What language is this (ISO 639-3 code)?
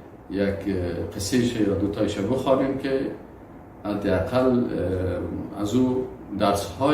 fas